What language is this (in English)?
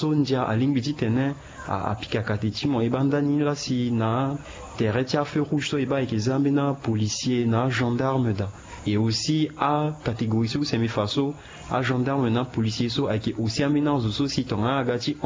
Sango